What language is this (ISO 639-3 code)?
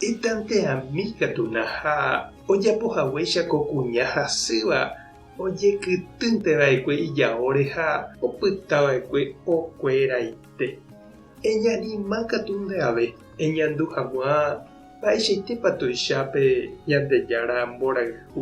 grn